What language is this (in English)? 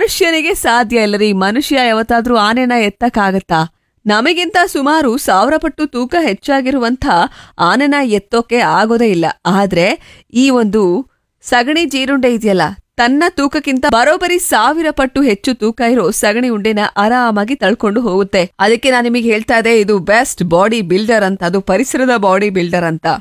Kannada